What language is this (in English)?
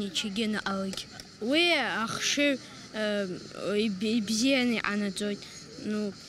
Abkhazian